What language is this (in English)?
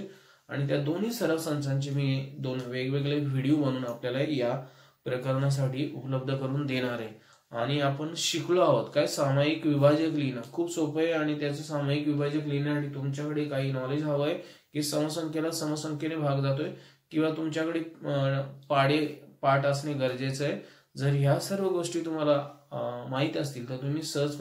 Marathi